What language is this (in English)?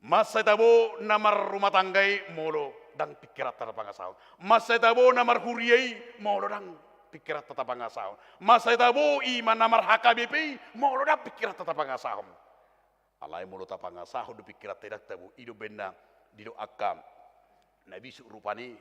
Batak Toba